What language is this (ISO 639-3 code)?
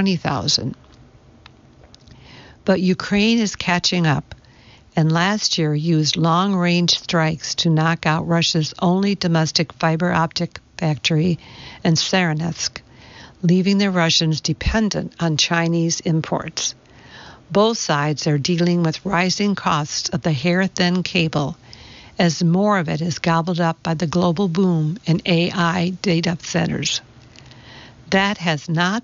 eng